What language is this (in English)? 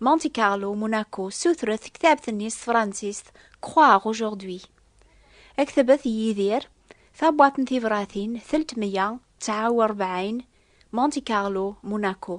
Kabyle